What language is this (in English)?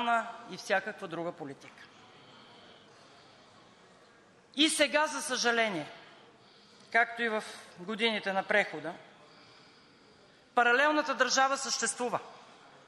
Bulgarian